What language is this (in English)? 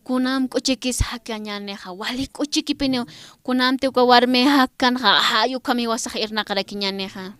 Aymara